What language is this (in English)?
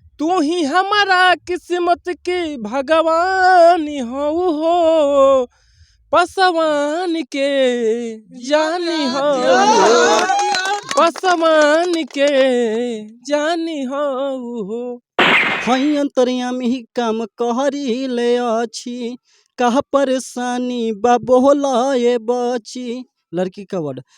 Bhojpuri